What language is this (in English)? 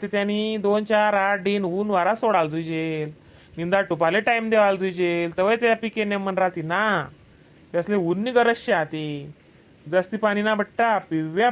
Khandesi